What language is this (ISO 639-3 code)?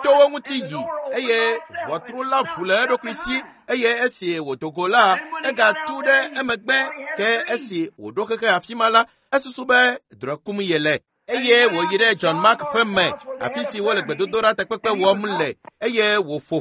ewe